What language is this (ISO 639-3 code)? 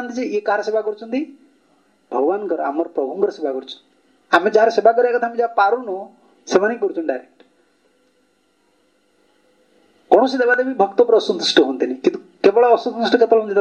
ori